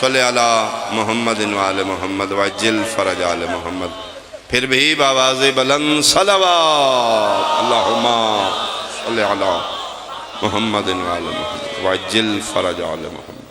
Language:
Pahari-Potwari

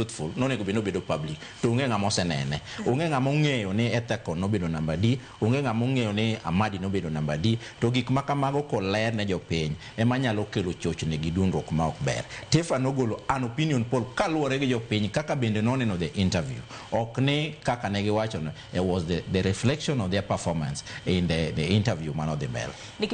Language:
Luo (Kenya and Tanzania)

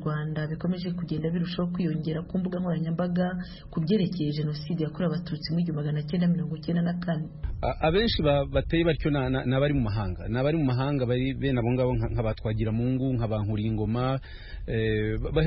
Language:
Kinyarwanda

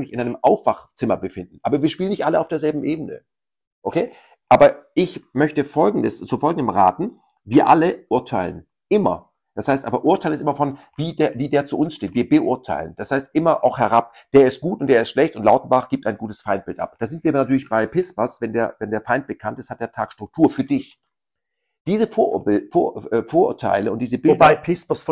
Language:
German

